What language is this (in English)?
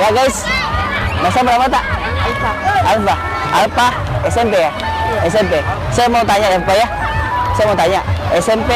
Makassar Malay